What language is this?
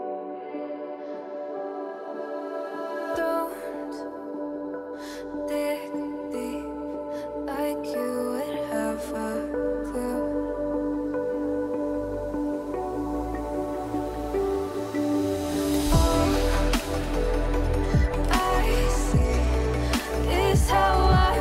English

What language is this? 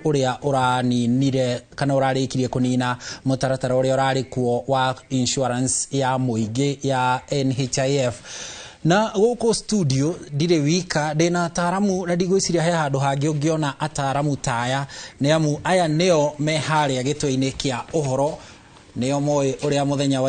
Kikuyu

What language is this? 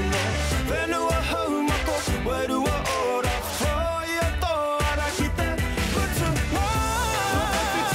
Māori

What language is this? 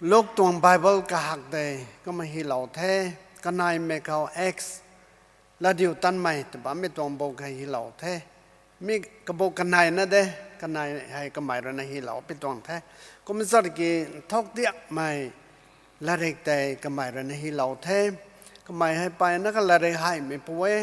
Rongmei Naga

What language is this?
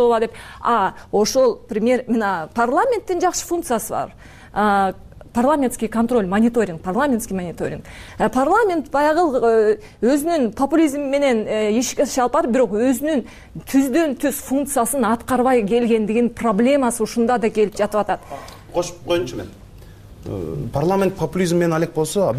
Kyrgyz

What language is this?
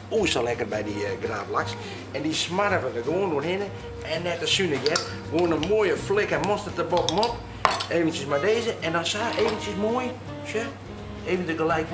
Western Frisian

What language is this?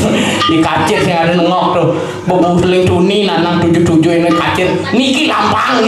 Balinese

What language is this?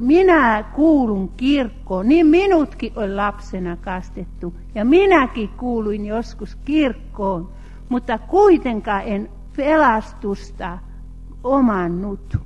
Finnish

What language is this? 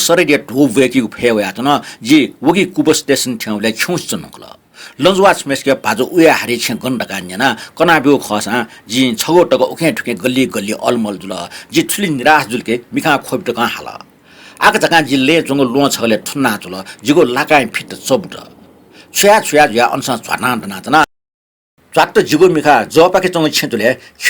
Newari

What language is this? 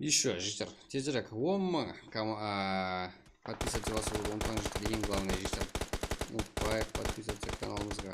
Kara-Kalpak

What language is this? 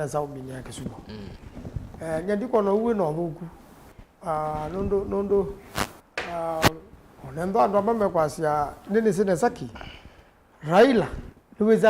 Kamba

